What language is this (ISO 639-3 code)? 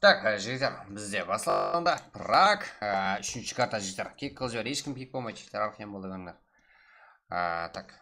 kaa